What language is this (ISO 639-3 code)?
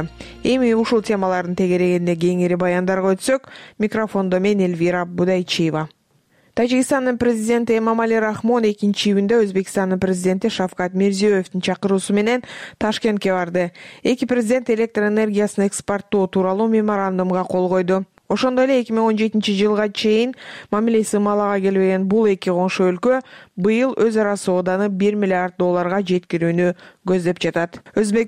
kir